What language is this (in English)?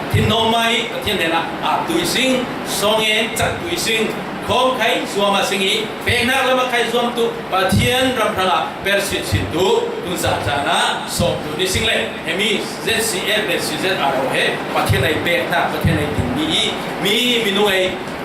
Falam Chin